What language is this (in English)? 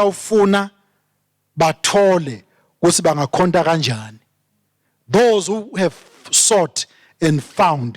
Swati